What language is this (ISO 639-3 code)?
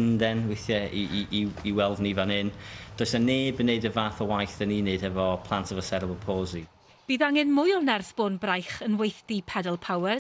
cym